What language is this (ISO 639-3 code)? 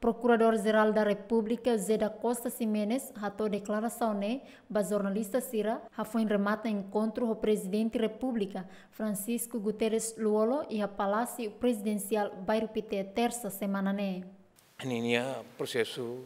tet